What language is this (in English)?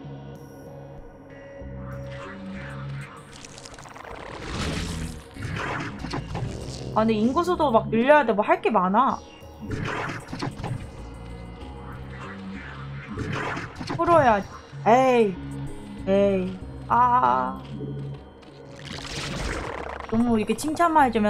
Korean